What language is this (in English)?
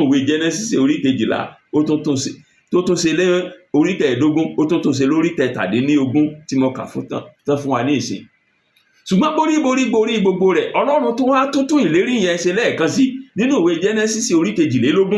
Yoruba